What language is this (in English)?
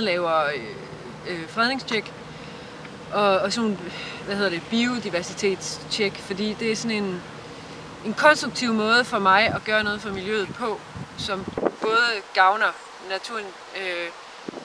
Danish